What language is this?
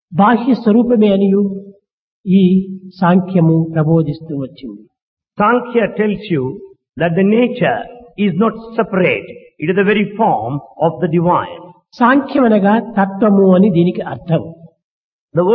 Telugu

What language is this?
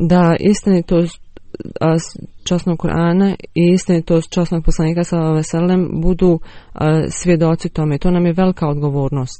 Bosnian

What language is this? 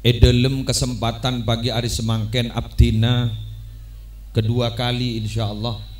Madurese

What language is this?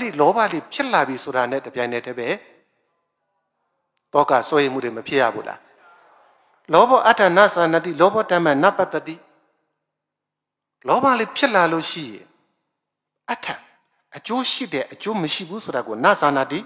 Burmese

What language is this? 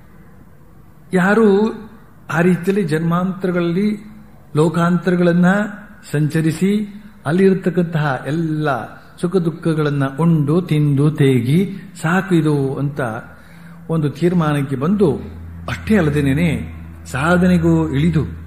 Kannada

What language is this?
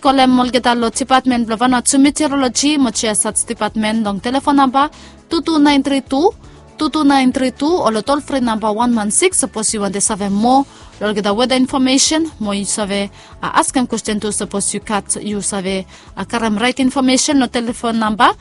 Bislama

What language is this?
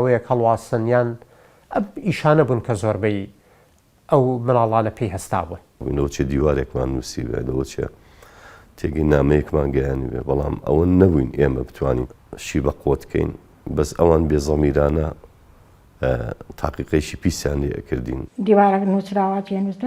Central Kurdish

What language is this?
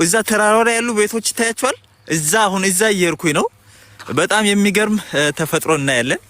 Amharic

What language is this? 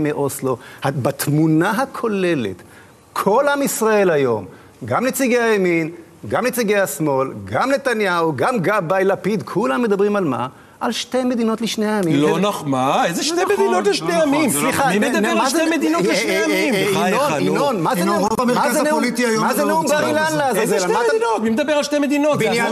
Hebrew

